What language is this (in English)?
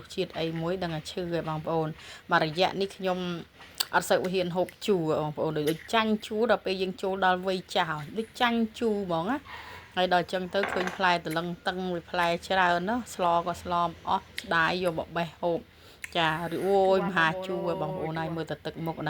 Khmer